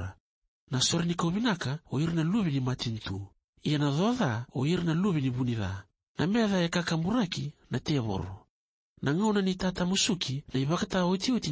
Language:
Fijian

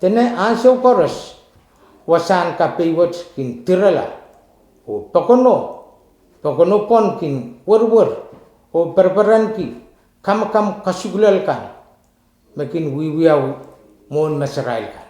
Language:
Pohnpeian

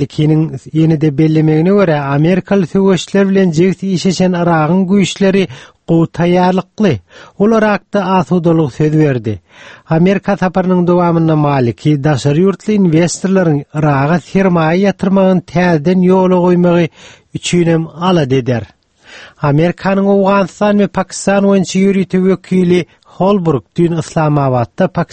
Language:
Turkmen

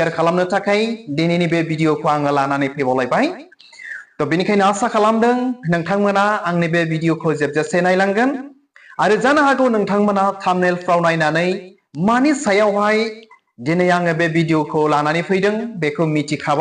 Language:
Bodo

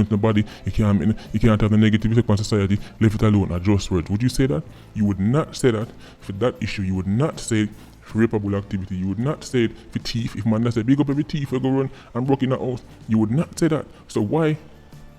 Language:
Jamaican Creole English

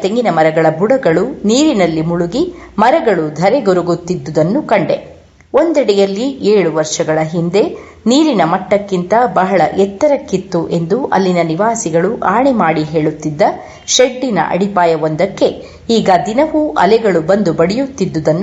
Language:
Kannada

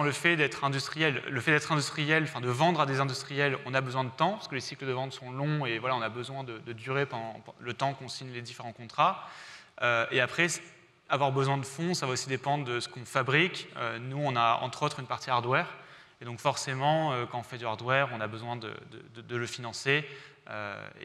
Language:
French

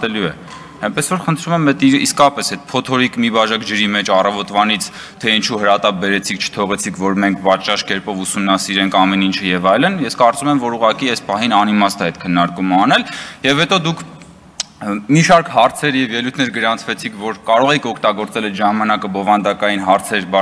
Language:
Armenian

